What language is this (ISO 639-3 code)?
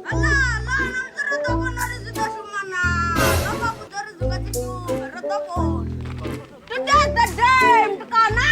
ven